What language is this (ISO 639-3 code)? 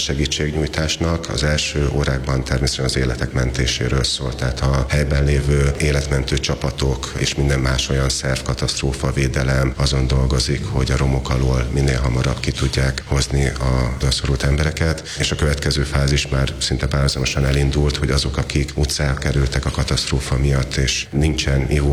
hun